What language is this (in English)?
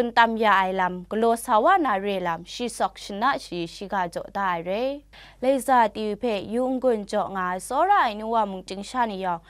Kachin